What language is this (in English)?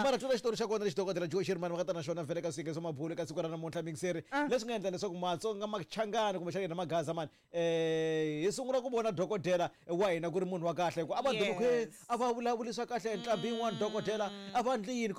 Tsonga